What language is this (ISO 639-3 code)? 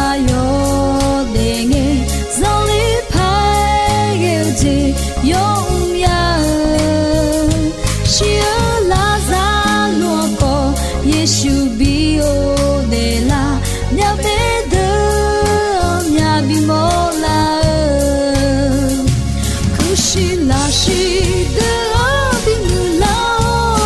ahk